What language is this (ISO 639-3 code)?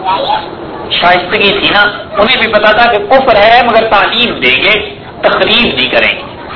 urd